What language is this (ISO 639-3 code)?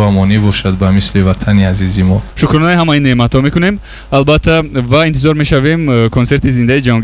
tgk